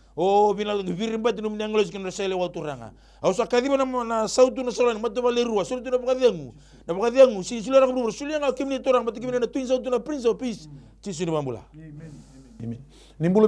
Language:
Fijian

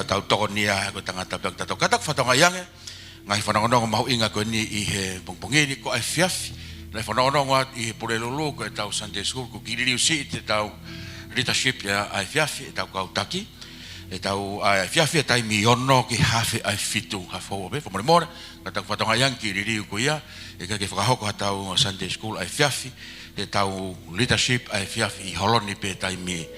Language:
Tongan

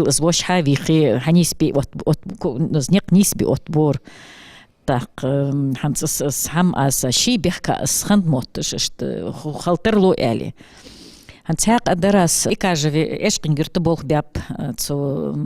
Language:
Ingush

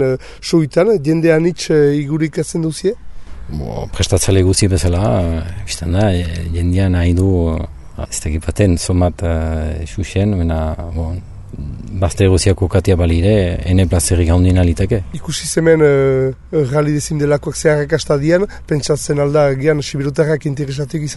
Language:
Basque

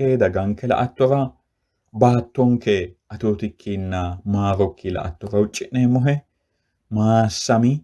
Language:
Sidamo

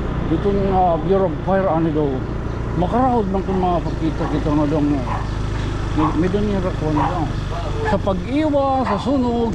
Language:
Waray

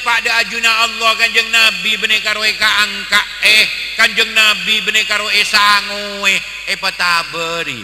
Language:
Madurese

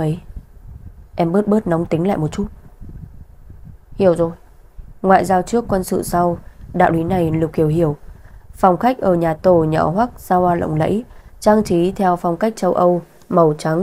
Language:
Vietnamese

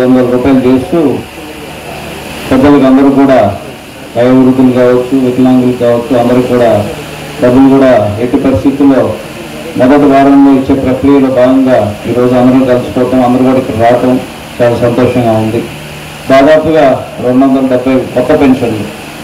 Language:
Telugu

